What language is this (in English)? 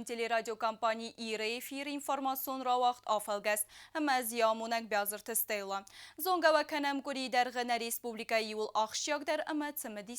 Ossetic